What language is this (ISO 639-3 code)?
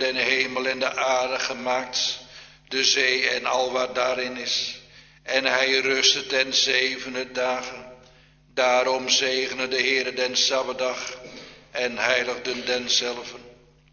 nld